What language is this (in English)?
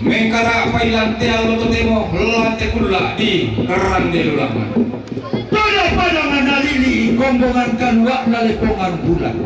Toraja-Sa'dan